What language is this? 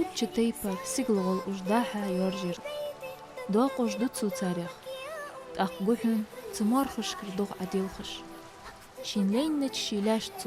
Ingush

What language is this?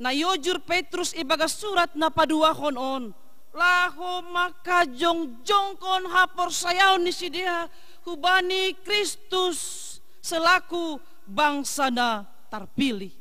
Batak Simalungun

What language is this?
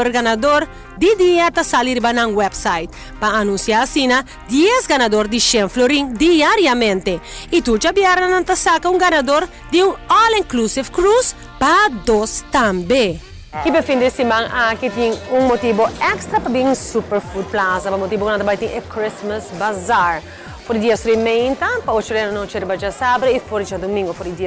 Papiamento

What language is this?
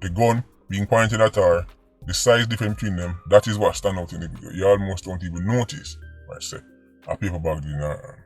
Jamaican Creole English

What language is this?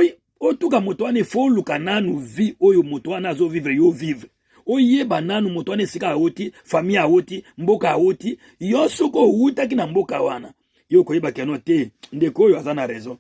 Lingala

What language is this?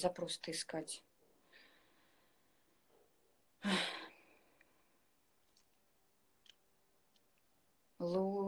Russian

